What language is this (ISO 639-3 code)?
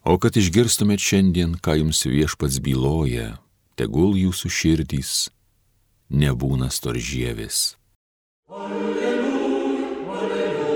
lit